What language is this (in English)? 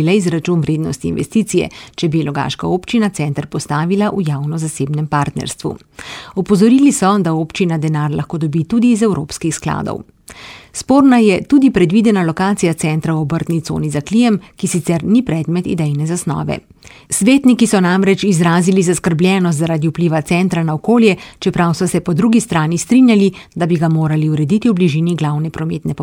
Slovenian